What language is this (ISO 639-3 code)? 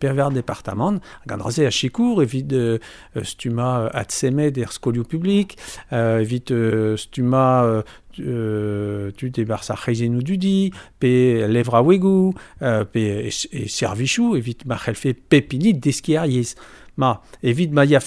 bre